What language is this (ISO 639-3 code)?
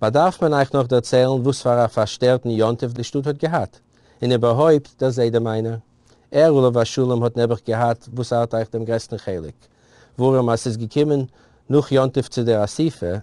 yid